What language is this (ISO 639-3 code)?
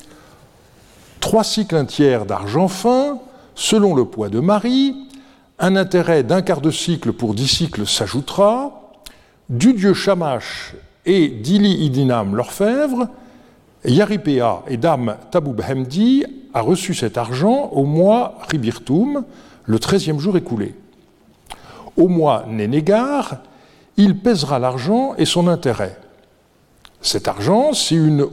fra